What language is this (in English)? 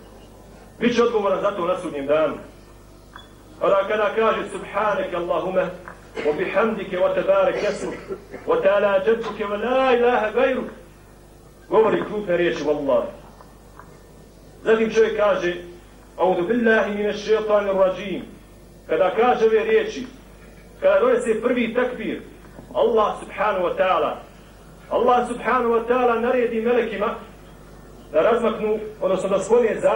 Bosnian